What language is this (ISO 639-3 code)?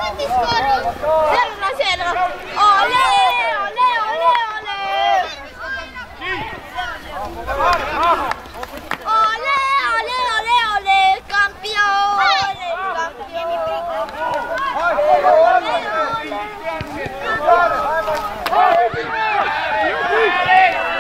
ron